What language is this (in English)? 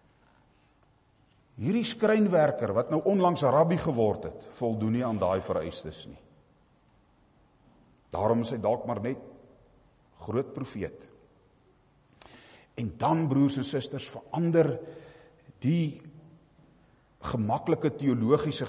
Afrikaans